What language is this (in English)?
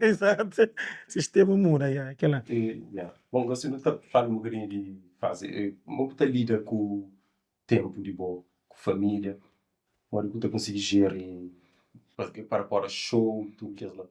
Kabuverdianu